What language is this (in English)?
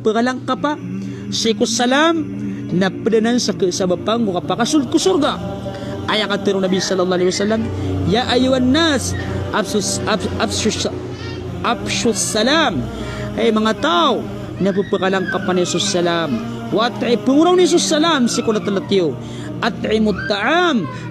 Maranao